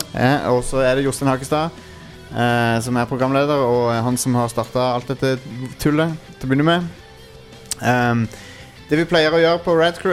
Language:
Norwegian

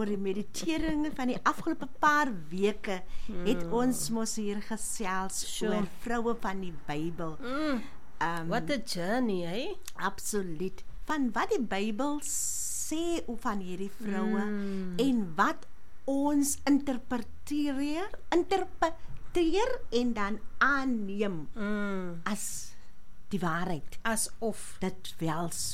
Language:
Afrikaans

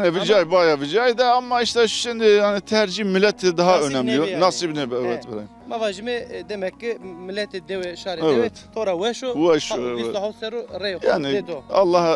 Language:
Zaza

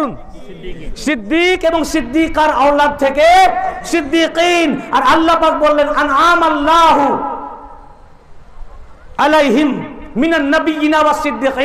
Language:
Bangla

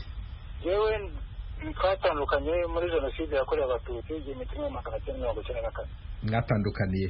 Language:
Kinyarwanda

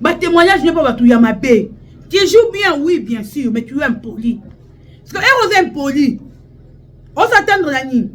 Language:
Lingala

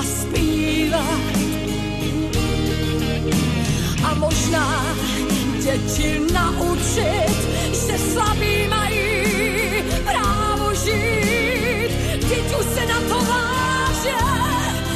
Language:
Czech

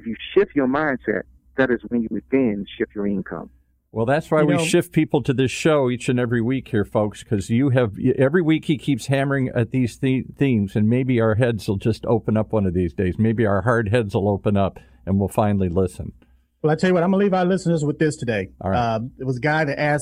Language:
English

